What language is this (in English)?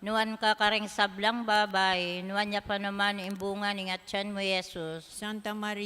Pampanga